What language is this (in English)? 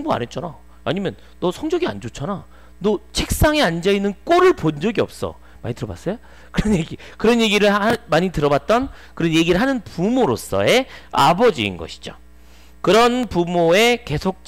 Korean